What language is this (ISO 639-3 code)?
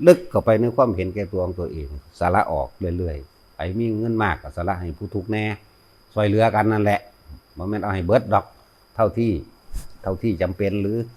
lao